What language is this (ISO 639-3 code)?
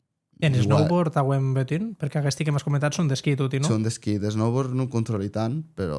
oci